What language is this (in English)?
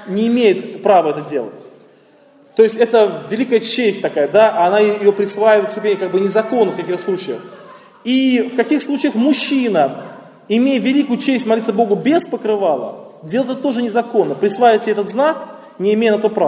Russian